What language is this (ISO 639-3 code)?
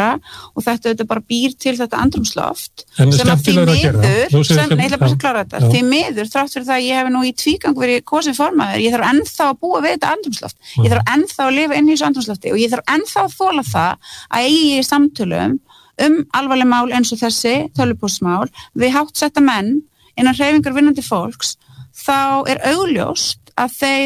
isl